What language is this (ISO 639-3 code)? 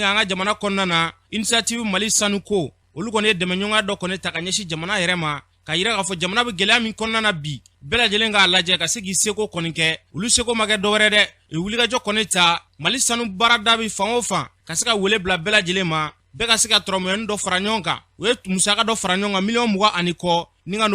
bam